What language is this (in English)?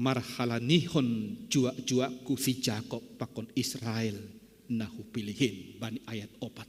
Batak Simalungun